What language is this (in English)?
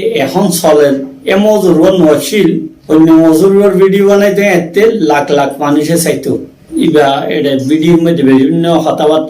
Rohingya